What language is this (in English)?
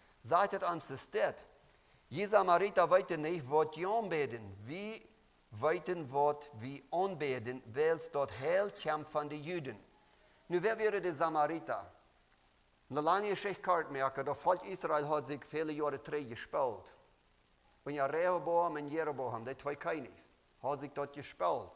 Plautdietsch